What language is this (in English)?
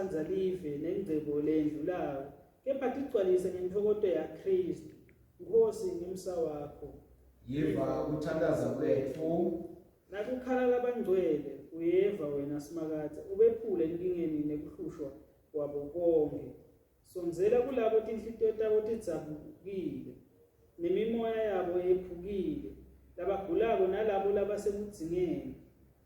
Swati